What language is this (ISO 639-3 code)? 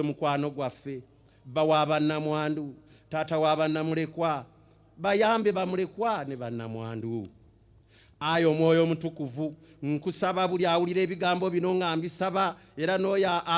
lug